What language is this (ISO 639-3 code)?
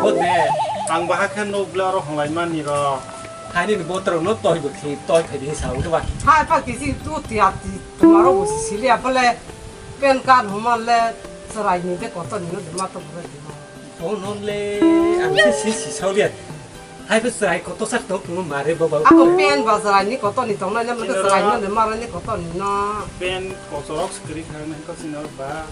trp